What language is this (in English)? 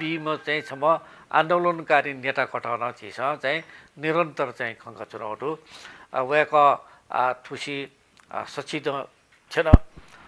Newari